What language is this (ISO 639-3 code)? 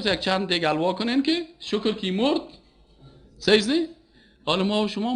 fas